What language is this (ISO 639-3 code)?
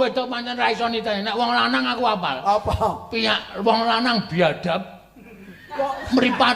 jav